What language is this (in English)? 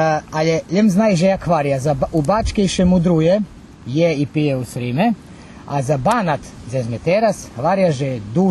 Rusyn